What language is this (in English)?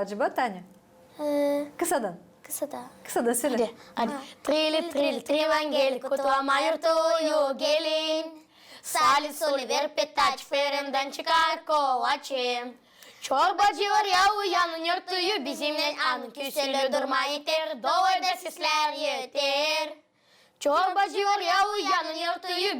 Gagauz